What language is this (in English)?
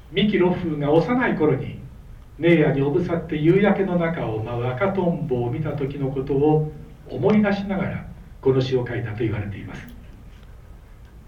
Japanese